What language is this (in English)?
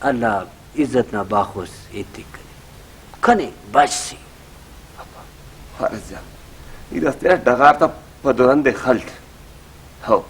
Brahui